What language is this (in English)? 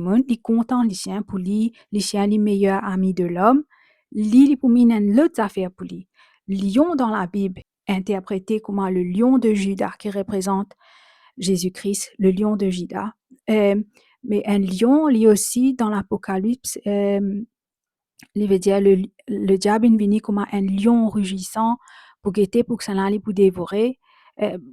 Morisyen